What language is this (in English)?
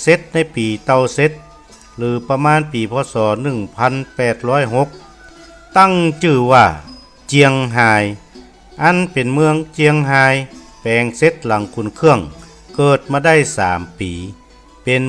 Northern Thai